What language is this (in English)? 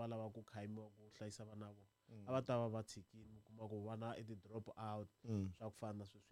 Tsonga